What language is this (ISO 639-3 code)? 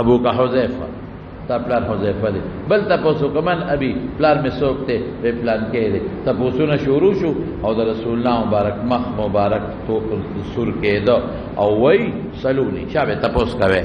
pus